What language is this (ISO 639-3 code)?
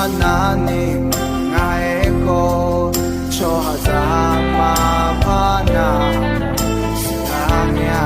ahk